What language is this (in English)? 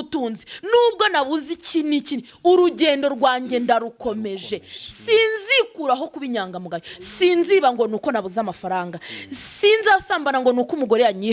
Kinyarwanda